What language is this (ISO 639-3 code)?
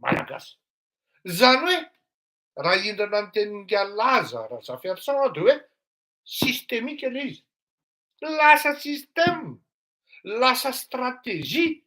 mlg